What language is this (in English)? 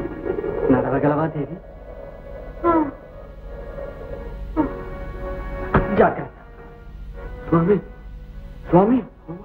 Telugu